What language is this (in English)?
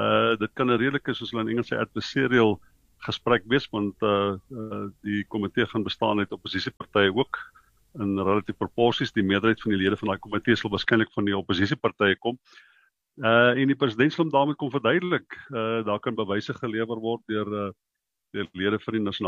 Afrikaans